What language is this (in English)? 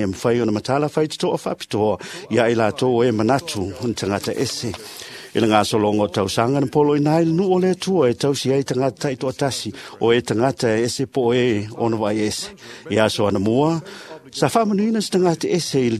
Samoan